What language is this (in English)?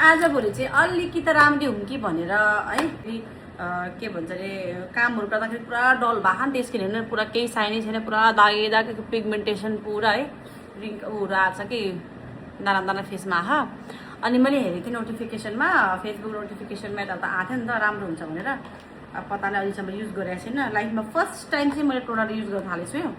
Nepali